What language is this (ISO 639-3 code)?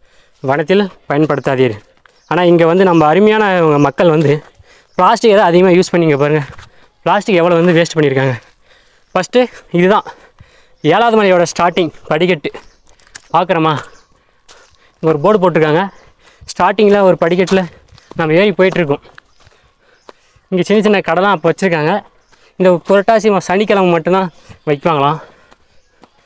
tam